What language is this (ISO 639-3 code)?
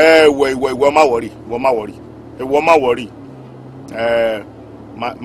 yor